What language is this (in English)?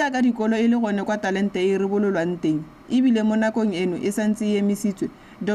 Tswana